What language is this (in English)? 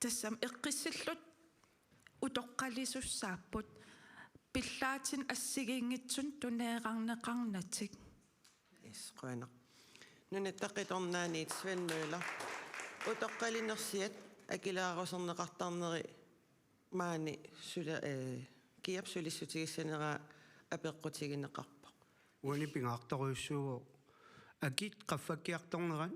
Kalaallisut